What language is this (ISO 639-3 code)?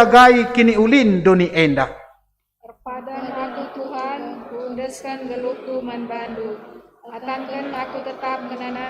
btx